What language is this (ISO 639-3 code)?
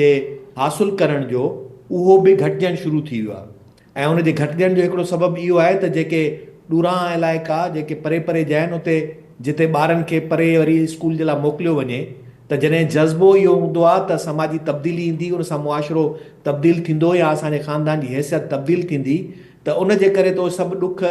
snd